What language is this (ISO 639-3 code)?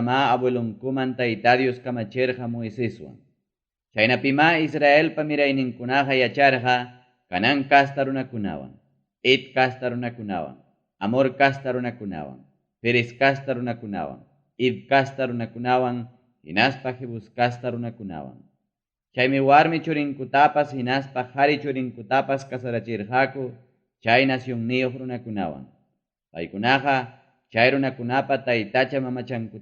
quy